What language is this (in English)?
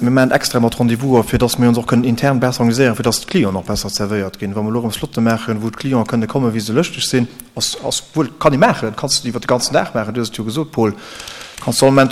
Luxembourgish